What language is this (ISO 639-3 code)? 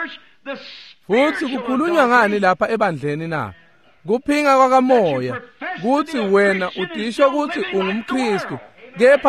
ssw